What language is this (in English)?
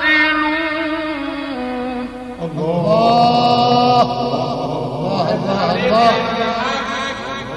Arabic